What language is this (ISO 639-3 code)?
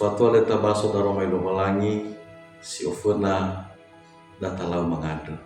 nia